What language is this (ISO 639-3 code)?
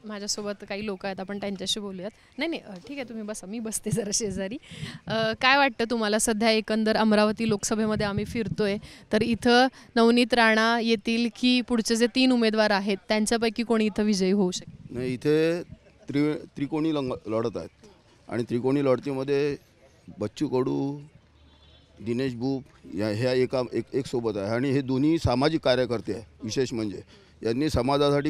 mar